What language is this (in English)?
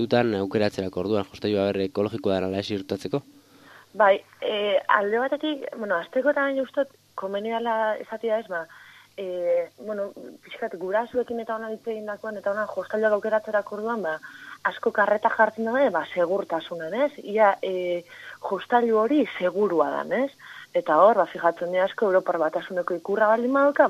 Basque